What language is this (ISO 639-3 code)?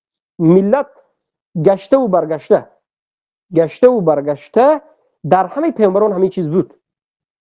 tgk